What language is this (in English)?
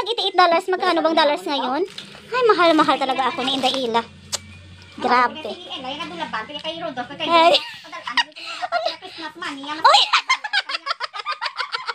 Filipino